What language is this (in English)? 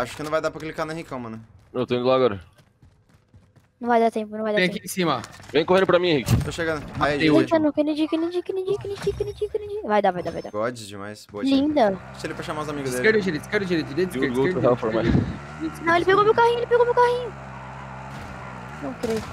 Portuguese